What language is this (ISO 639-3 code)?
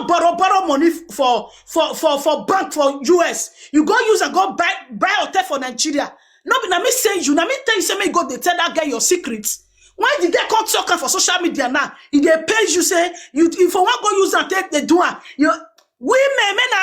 pcm